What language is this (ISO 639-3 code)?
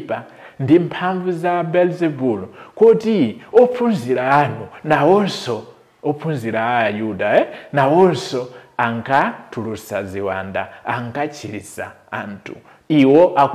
nya